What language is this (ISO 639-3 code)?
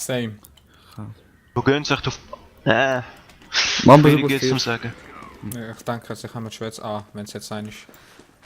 gsw